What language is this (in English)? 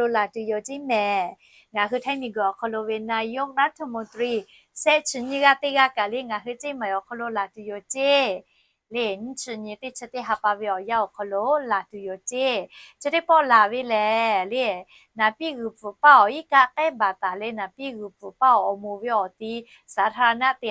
Lahu